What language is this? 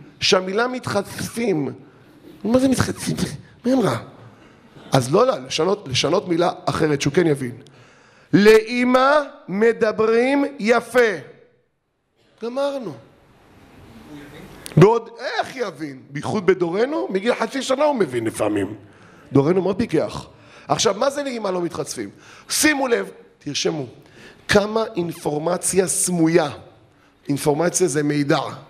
Hebrew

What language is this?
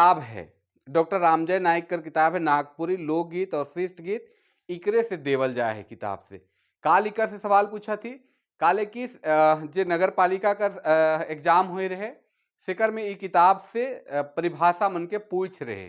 Sadri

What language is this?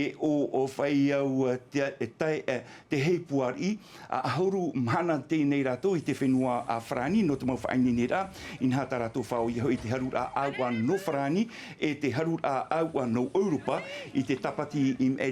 Tahitian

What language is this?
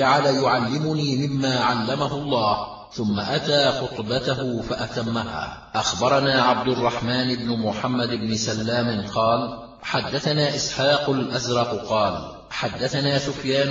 Arabic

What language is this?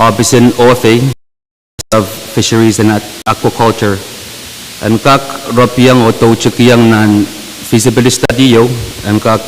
Pohnpeian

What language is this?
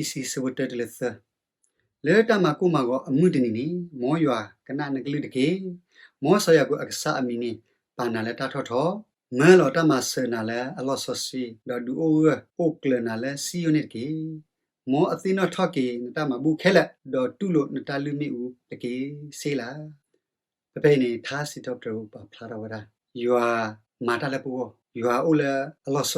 S'gaw Karen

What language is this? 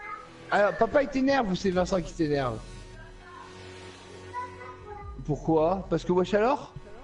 French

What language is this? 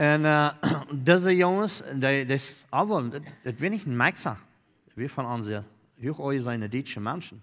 Plautdietsch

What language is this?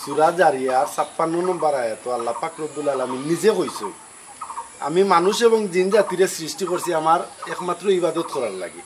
Sylheti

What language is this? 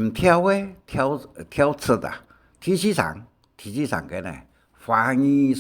Hakka Chinese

